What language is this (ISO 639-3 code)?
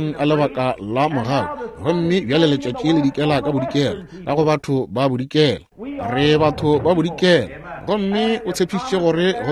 nso